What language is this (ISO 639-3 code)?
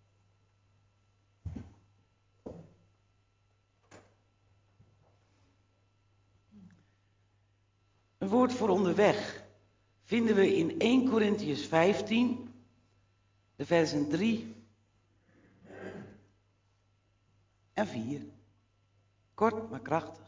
nld